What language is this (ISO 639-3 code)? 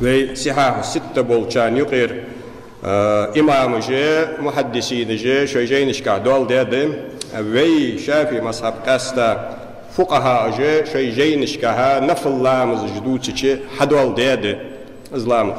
inh